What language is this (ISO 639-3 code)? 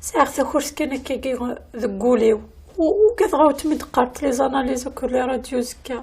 kab